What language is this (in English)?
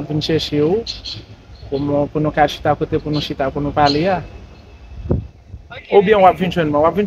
Haitian Creole